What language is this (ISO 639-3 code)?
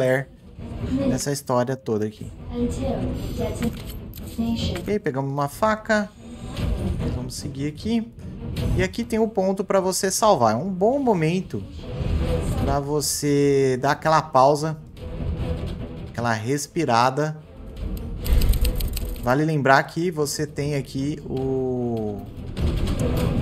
por